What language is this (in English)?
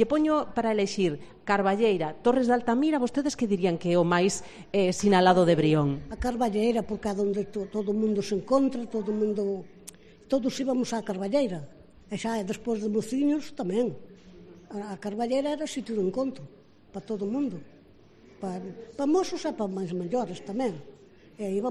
Galician